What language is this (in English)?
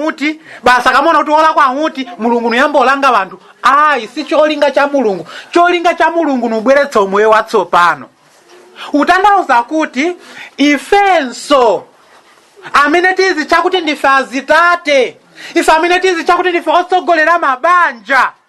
Nyanja